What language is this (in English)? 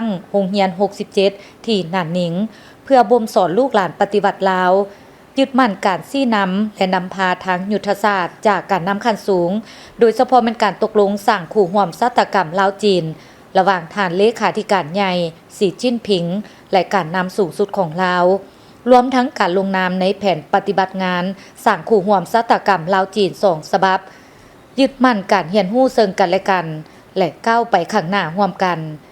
Lao